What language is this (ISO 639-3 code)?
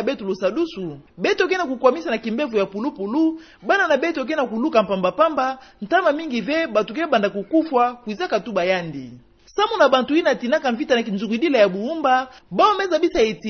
ktu